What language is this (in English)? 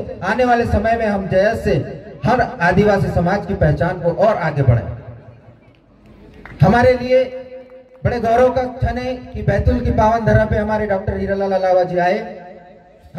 Hindi